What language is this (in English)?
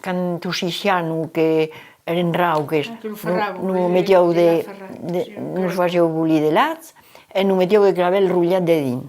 Occitan